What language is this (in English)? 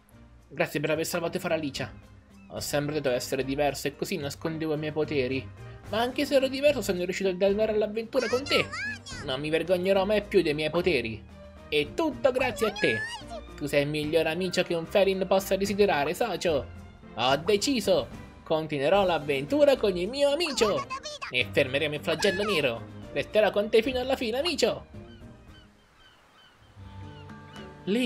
Italian